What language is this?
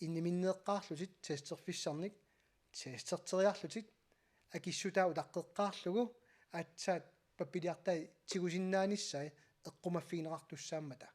Kalaallisut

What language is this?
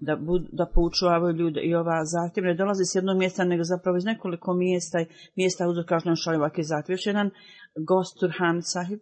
Bosnian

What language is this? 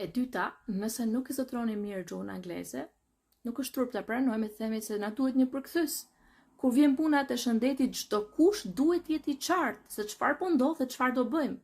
Albanian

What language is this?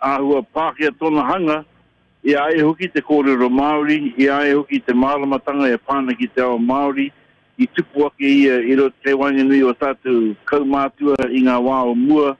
Māori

